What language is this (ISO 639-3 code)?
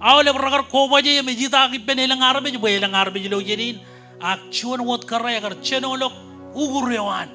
mah